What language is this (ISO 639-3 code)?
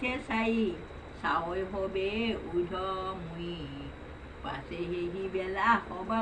asm